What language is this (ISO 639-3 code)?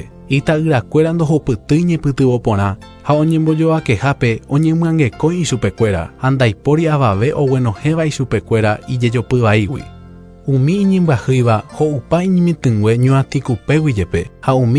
grn